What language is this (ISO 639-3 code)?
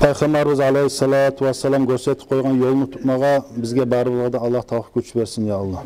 kum